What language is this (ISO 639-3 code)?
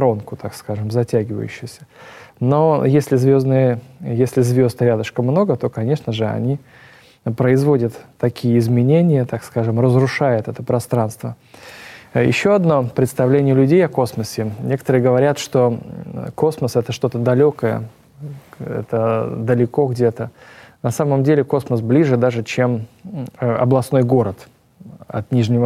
rus